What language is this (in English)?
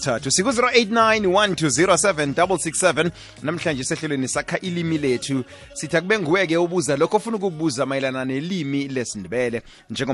South Ndebele